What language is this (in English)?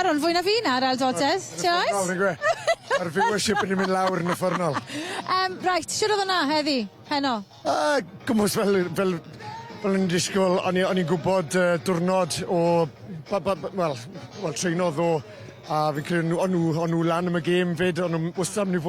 Welsh